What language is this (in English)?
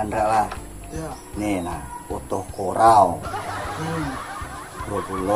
Banjar